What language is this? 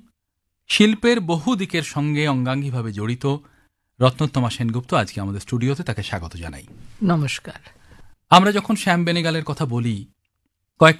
Bangla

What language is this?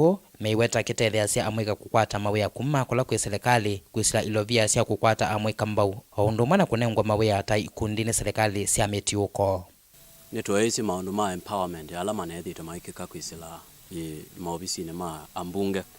Kamba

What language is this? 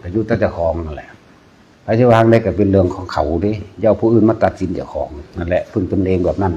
Northeastern Thai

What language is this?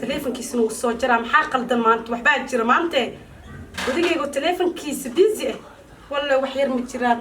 Somali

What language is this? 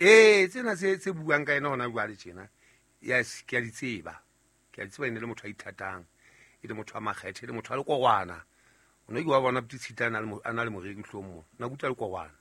Southern Sotho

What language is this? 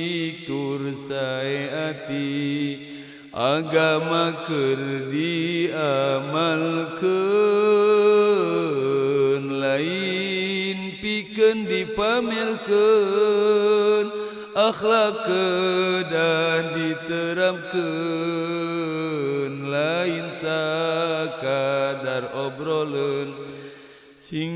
Sundanese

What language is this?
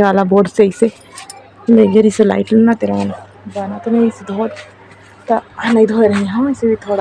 Chhattisgarhi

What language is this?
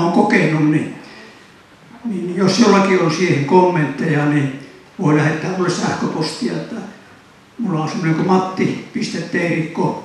Finnish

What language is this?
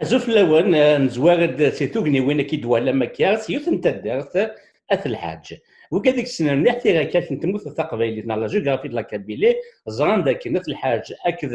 Kabyle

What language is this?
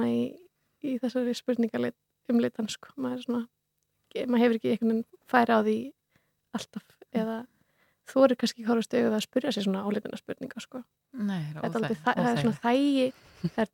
Icelandic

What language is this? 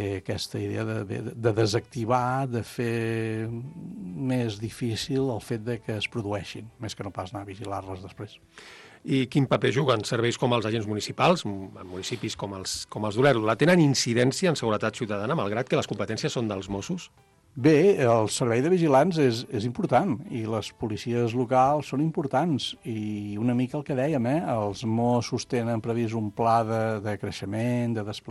Catalan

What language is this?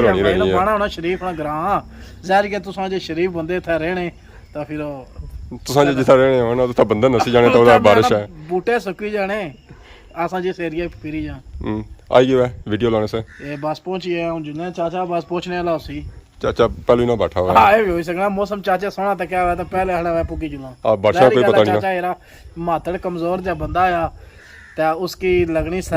Pahari-Potwari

